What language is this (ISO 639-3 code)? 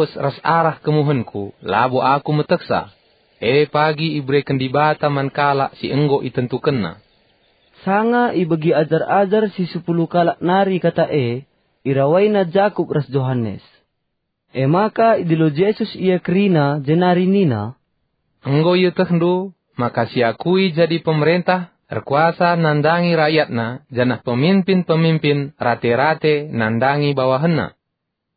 btx